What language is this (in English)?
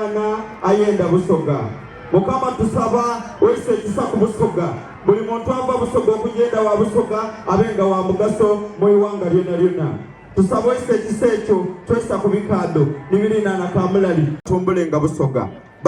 Soga